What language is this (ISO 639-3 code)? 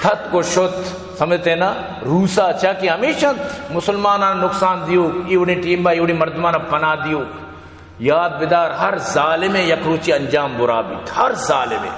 bal